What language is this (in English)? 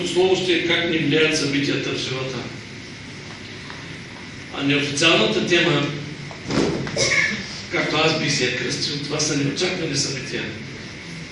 Bulgarian